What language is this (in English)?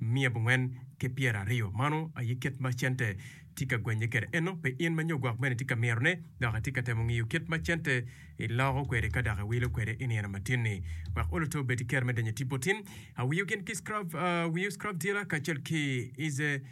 Acoli